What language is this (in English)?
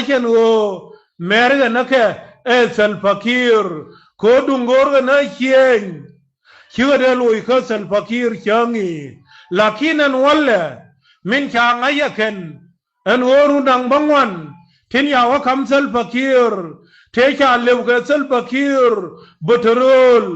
Nuer